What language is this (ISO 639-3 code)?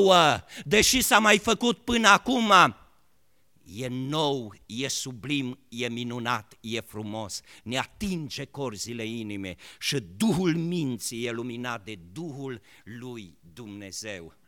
ron